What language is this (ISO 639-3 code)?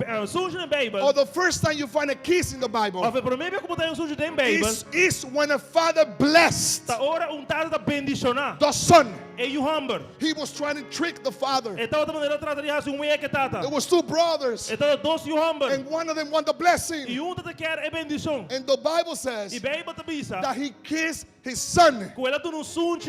pap